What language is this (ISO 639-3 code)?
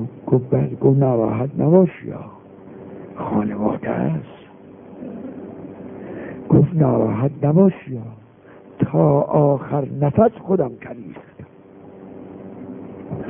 fas